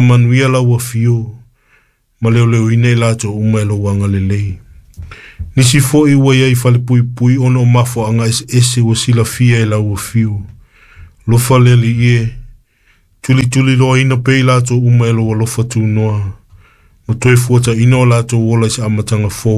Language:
Samoan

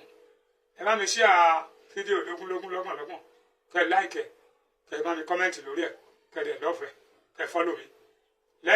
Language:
Yoruba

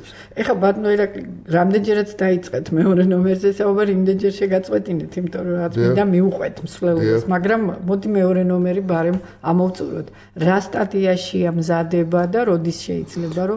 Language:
Georgian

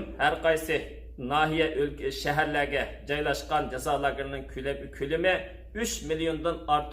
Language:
Uyghur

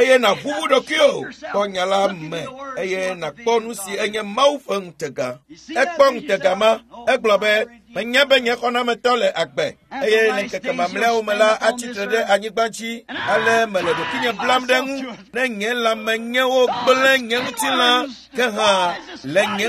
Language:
Ewe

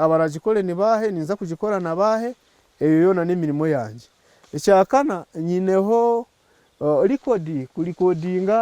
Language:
Nyankole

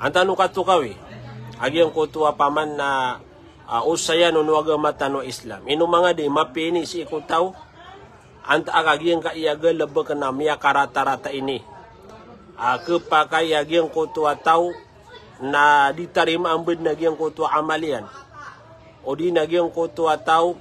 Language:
Maranao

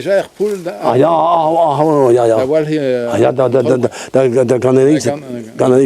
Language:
Breton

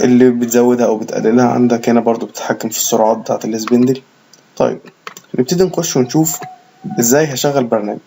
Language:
Egyptian Arabic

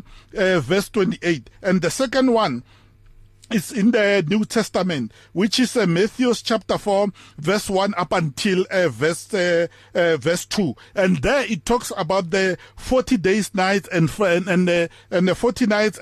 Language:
English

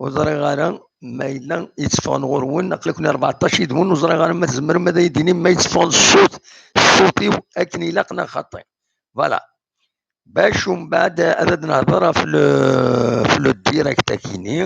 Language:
Kabyle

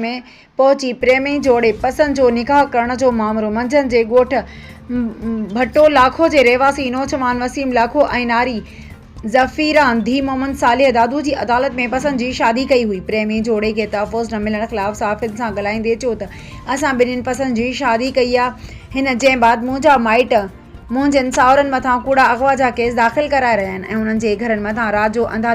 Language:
Sindhi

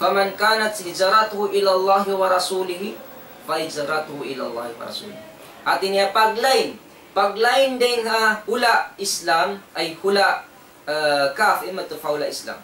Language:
Tausug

